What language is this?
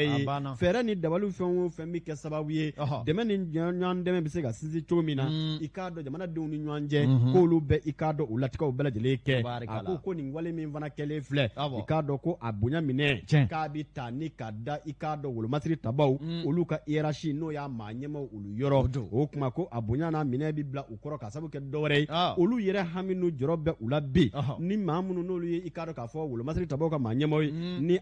Bambara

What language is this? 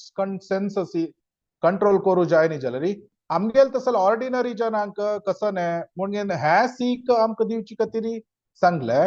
Konkani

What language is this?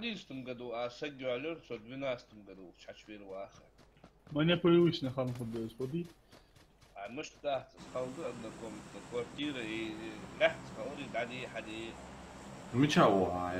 Ingush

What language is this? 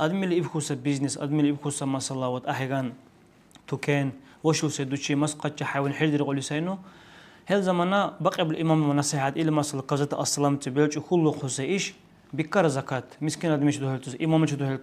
Dargwa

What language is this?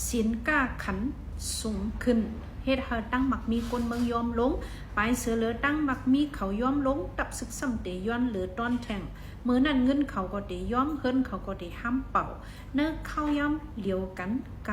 Shan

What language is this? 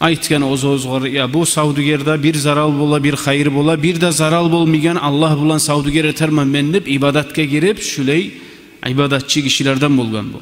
Kumyk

